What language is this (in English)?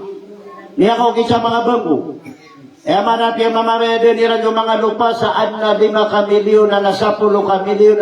Maranao